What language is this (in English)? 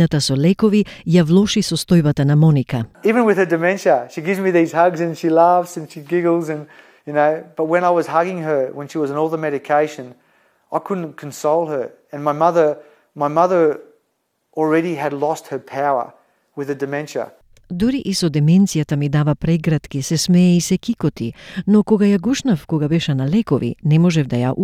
Macedonian